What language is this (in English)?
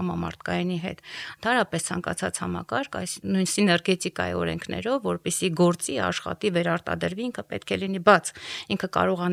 Armenian